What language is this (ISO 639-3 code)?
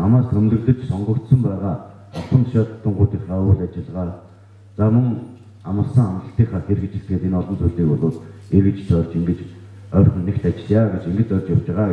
mon